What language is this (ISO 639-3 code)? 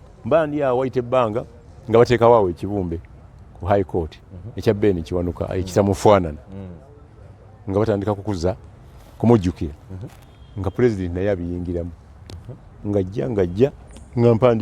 lug